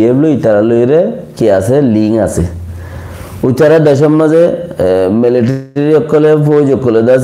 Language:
Rohingya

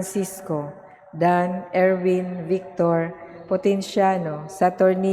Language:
Cebuano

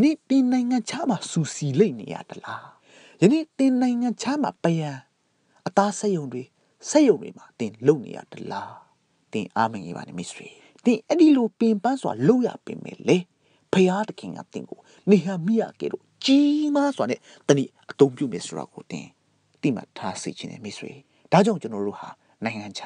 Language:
Burmese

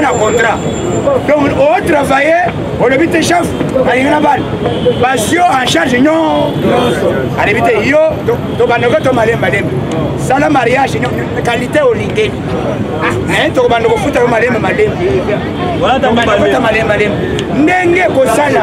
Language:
Lingala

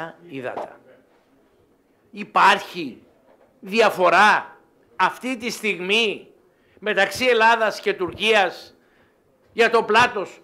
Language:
Greek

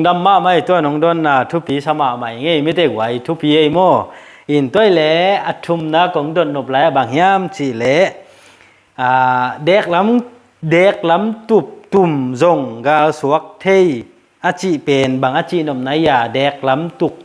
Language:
Tedim Chin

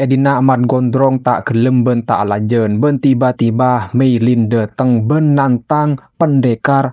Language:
Madurese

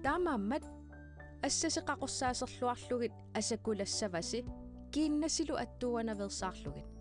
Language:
Kalaallisut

